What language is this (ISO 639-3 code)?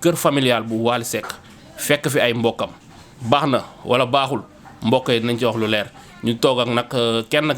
wol